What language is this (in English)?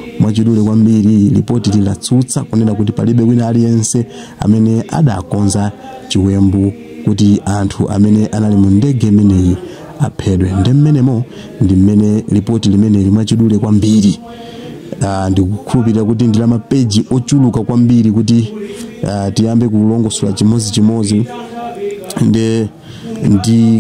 Nyanja